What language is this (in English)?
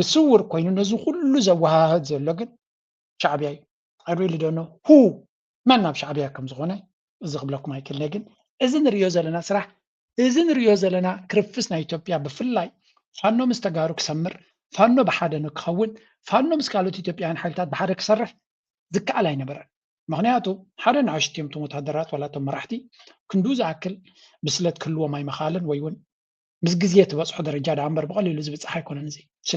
Tigrinya